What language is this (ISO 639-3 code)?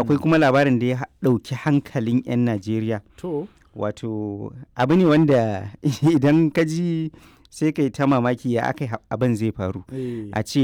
hau